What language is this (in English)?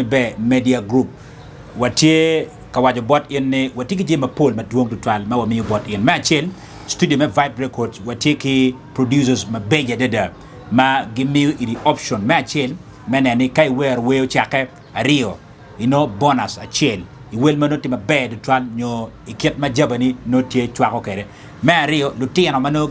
Acoli